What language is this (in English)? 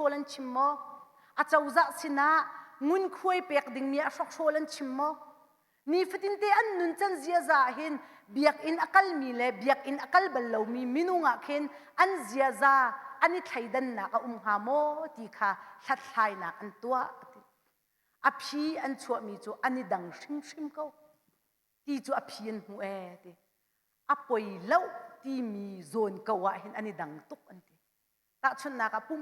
Hakha Chin